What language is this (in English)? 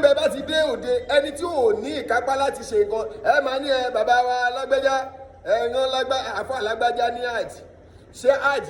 Yoruba